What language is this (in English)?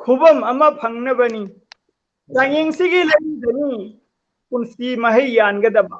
Manipuri